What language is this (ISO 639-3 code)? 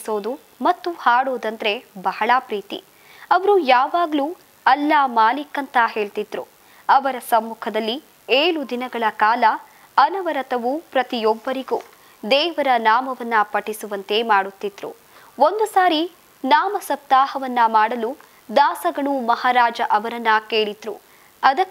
kan